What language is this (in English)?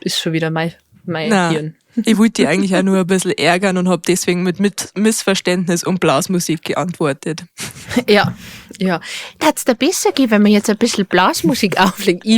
Bavarian